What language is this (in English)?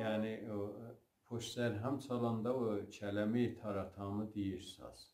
South Azerbaijani